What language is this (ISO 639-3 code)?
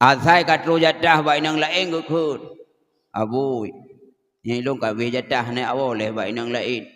ace